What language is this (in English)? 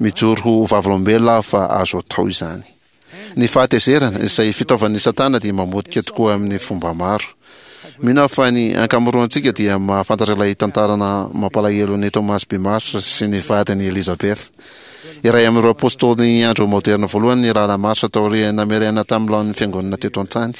Malagasy